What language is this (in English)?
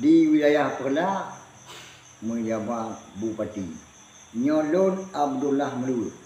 Achinese